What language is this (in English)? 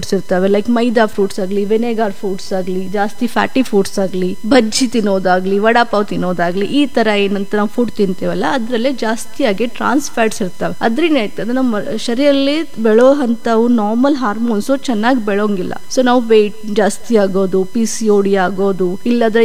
Kannada